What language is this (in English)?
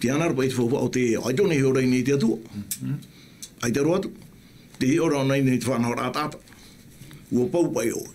Tahitian